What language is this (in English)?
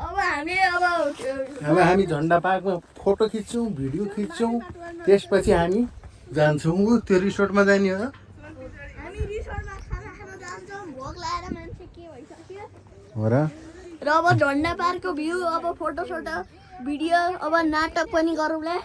Nepali